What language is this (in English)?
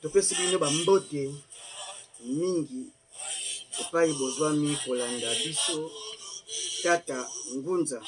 Lingala